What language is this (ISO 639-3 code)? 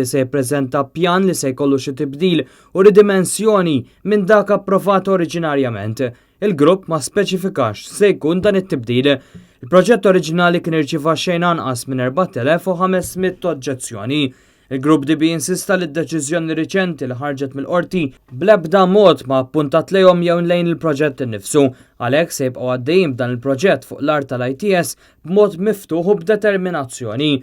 mlt